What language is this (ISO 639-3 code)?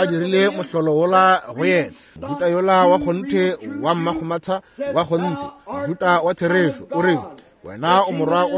nso